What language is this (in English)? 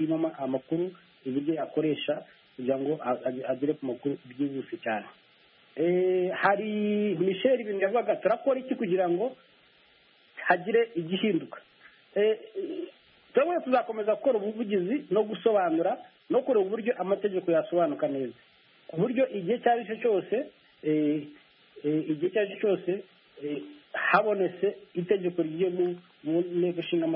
Kinyarwanda